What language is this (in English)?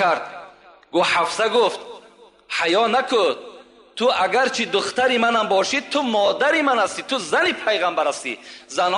Tajik